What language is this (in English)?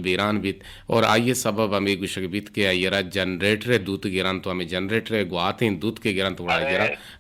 Eastern Balochi